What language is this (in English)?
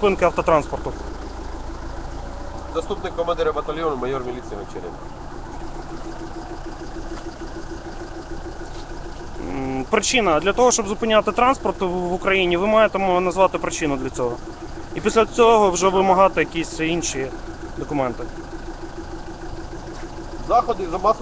Ukrainian